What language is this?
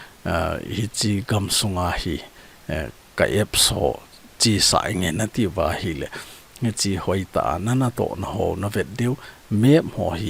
Thado Chin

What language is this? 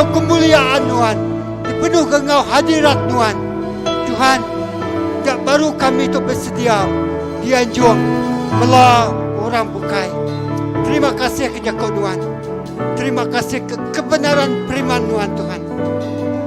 Iban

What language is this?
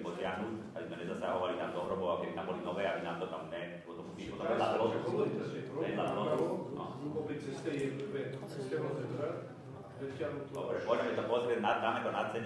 Slovak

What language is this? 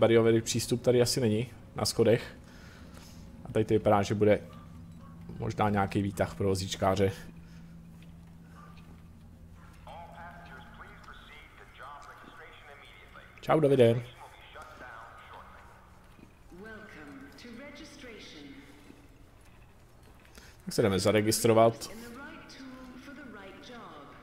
Czech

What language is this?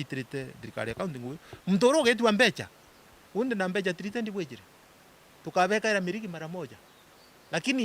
Meru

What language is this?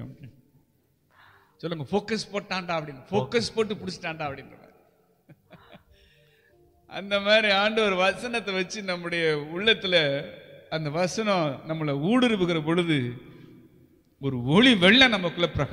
Tamil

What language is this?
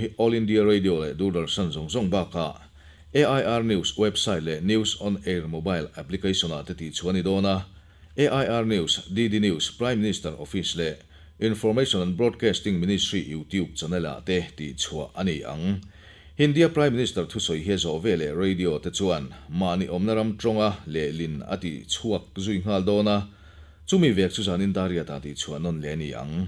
Mizo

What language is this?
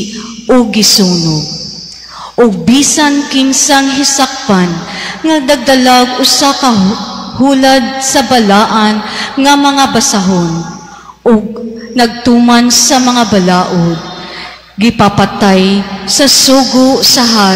Cebuano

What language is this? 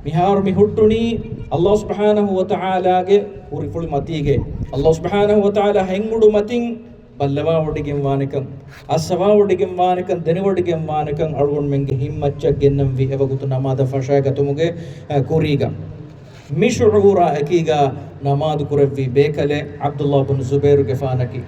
Divehi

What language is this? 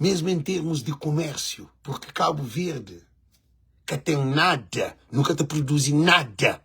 Kabuverdianu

